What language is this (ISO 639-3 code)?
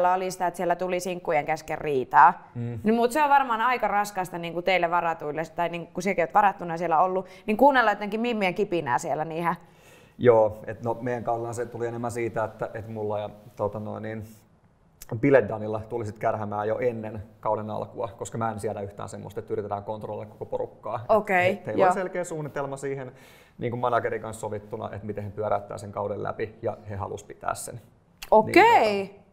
fin